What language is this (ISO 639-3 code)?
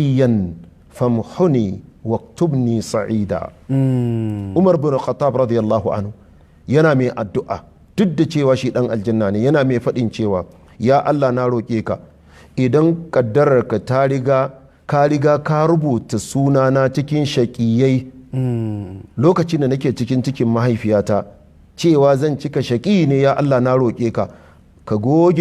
hau